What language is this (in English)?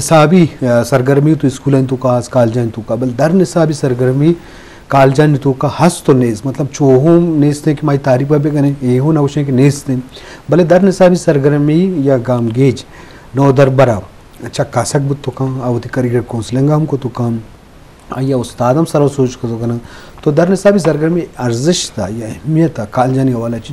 Eastern Balochi